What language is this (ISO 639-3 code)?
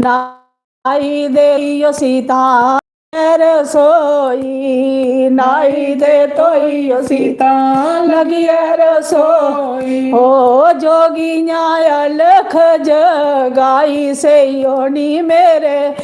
doi